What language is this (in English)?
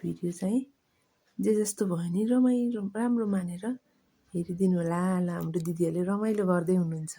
Nepali